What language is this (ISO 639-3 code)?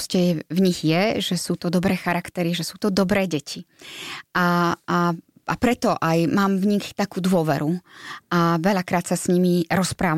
slk